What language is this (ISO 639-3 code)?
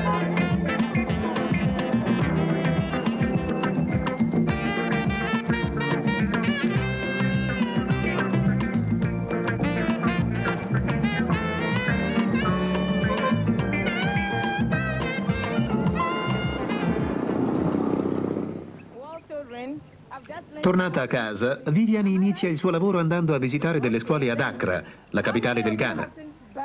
ita